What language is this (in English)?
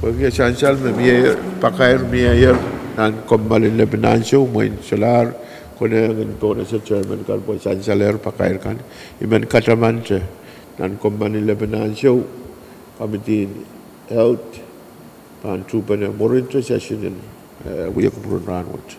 Pohnpeian